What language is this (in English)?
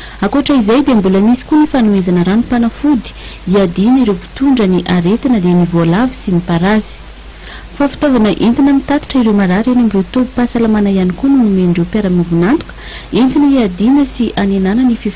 Malagasy